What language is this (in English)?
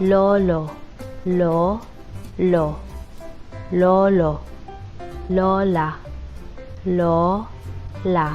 Cebuano